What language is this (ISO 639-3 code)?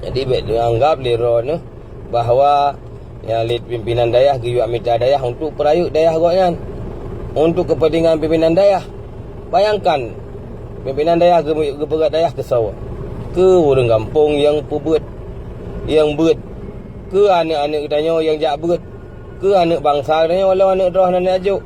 ace